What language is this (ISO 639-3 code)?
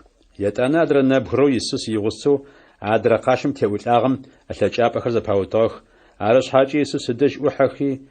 ady